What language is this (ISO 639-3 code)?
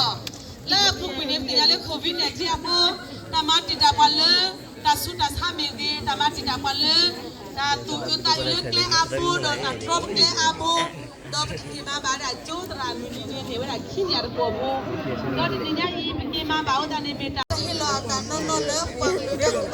ksw